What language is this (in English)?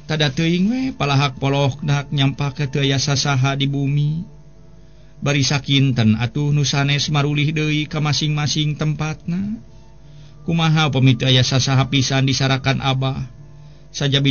Sundanese